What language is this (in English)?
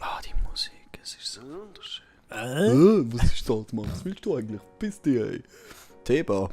Swiss German